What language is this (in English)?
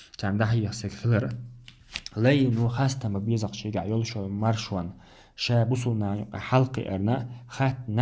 Chechen